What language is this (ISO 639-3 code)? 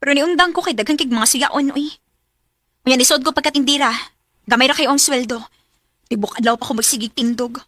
ceb